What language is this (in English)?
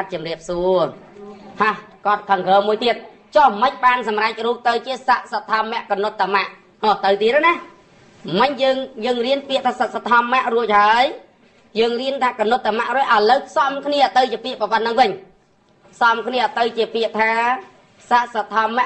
Khmer